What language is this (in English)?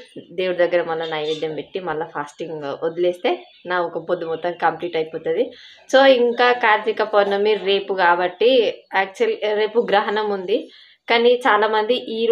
Telugu